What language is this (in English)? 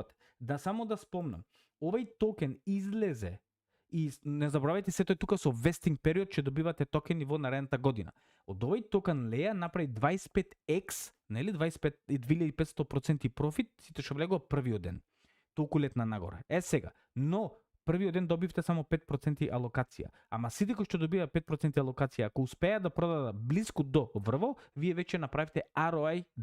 Macedonian